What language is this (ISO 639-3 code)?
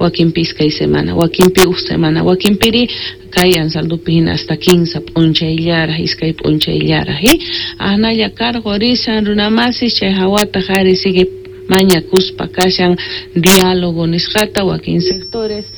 que